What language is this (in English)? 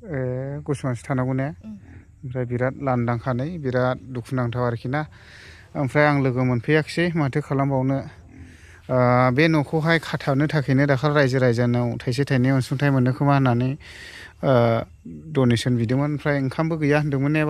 Bodo